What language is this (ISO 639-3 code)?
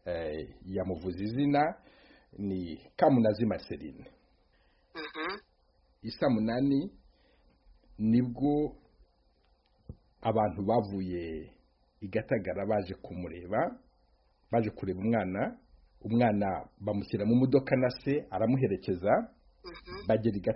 kin